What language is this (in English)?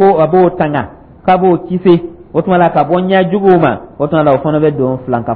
Dyula